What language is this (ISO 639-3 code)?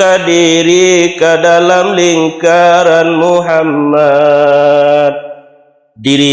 min